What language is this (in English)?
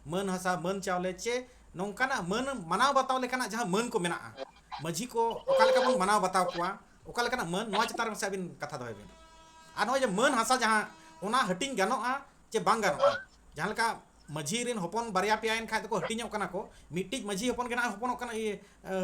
Santali